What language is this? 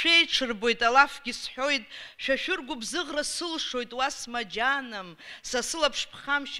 Abkhazian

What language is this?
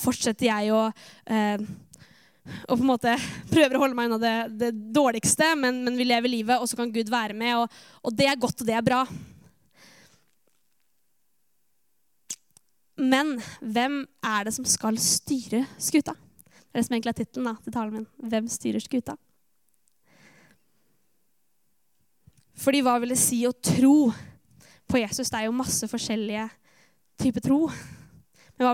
Norwegian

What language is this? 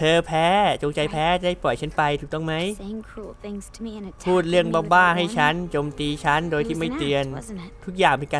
Thai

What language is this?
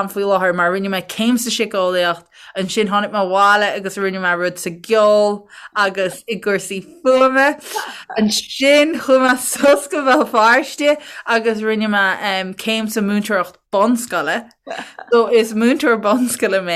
Irish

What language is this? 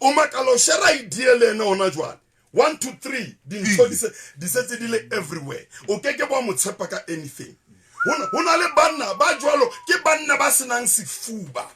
Southern Sotho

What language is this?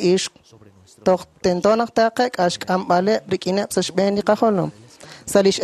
Kekchí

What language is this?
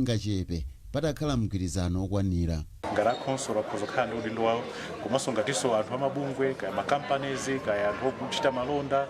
Nyanja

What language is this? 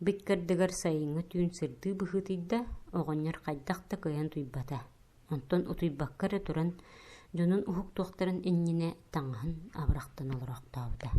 Yakut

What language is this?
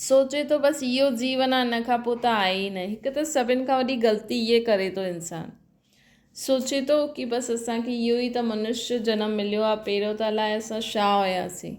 Sindhi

